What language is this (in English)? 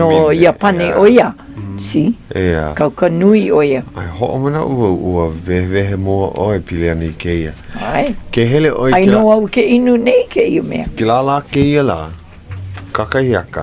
Hawaiian